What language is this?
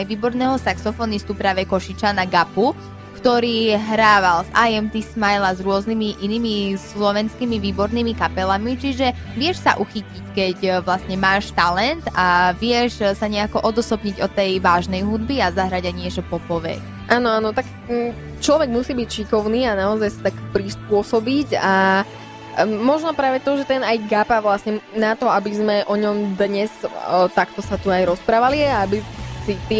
Slovak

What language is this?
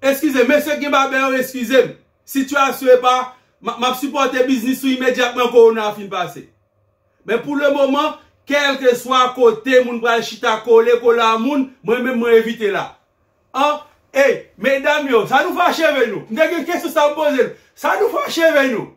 Haitian Creole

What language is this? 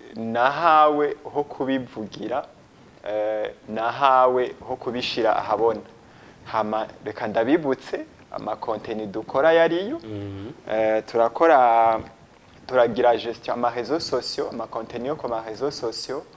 Rundi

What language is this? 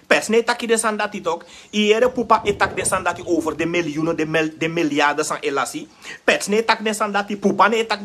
Sranan Tongo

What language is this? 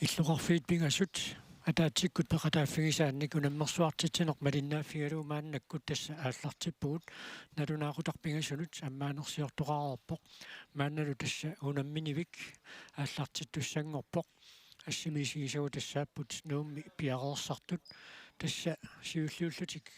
Kalaallisut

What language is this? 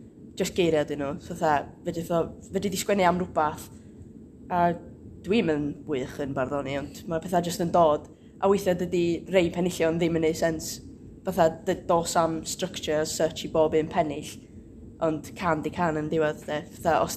Welsh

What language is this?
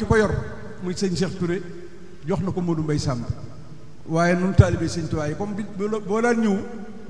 Wolof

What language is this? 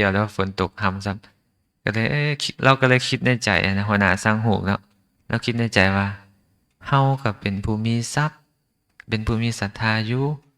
Lao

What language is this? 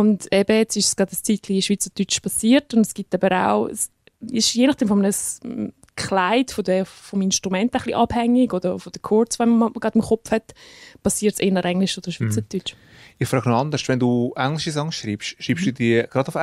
German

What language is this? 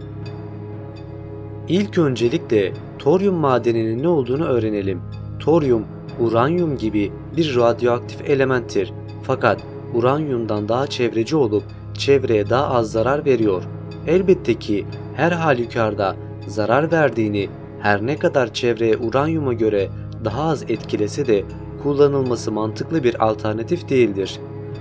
Turkish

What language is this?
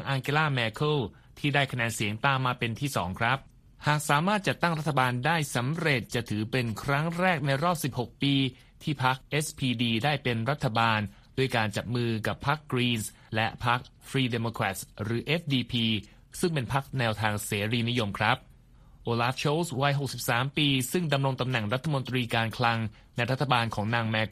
Thai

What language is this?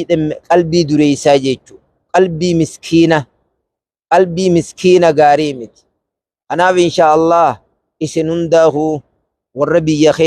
Oromo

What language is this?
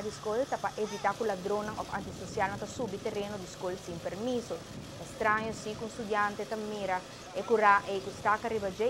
Papiamento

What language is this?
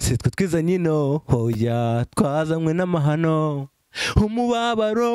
Kinyarwanda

